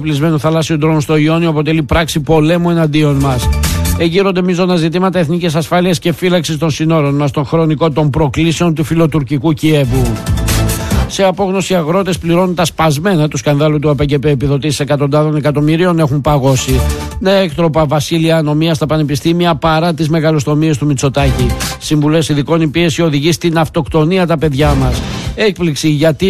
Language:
Greek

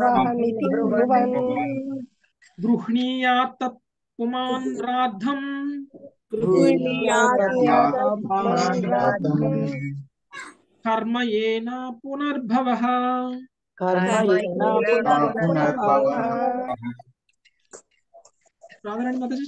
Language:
Telugu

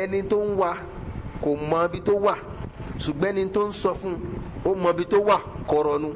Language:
Yoruba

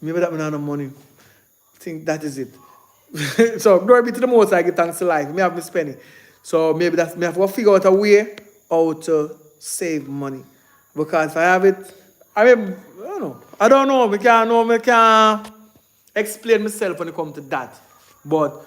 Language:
Jamaican Creole English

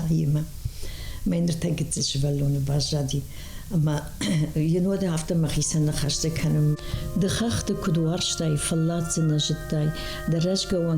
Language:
Ossetic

